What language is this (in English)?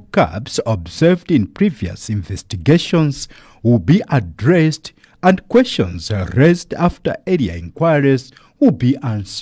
English